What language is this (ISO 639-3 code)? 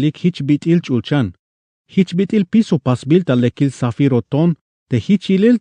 tzh